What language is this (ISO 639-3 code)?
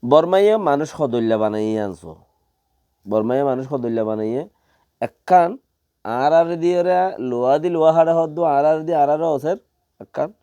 rhg